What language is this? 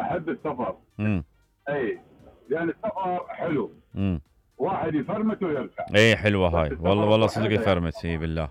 Mesopotamian Arabic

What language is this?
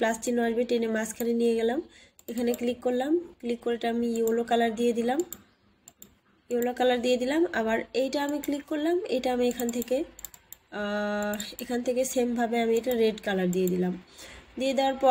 Bangla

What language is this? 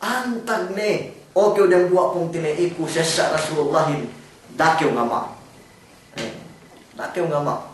Yakan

